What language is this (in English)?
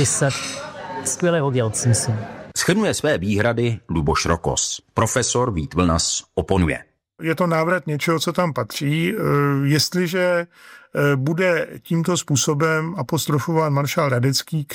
Czech